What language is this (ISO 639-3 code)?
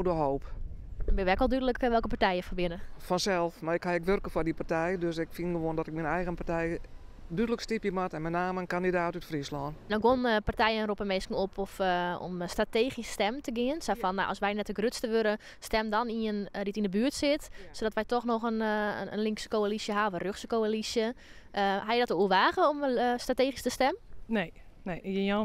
fry